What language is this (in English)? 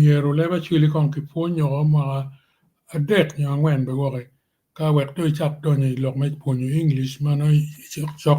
Acoli